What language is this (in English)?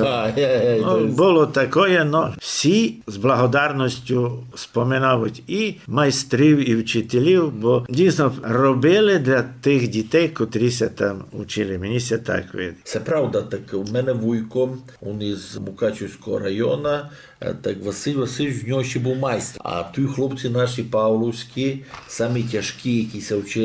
Rusyn